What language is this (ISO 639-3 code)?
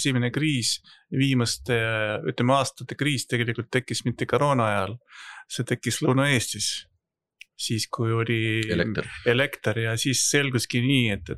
est